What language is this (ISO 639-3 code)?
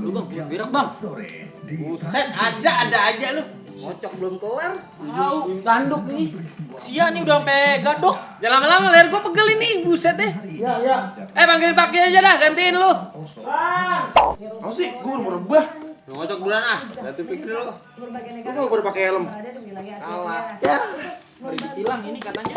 bew